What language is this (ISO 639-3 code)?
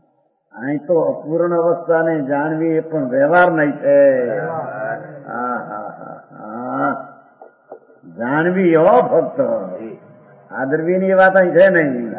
guj